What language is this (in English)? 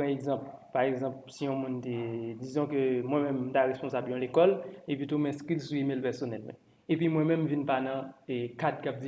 Haitian Creole